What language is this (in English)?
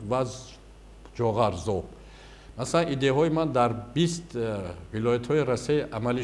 Tajik